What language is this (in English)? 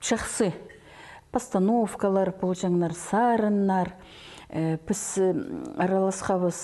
Khakas